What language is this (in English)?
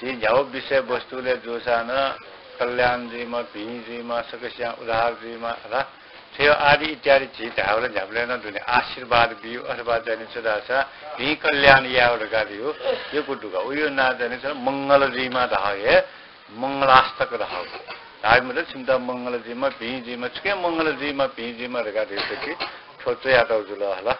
Newari